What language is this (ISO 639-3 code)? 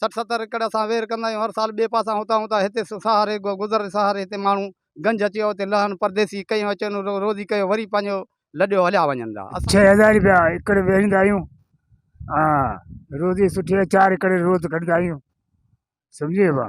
snd